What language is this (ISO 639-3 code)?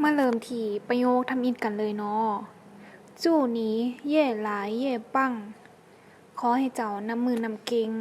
lao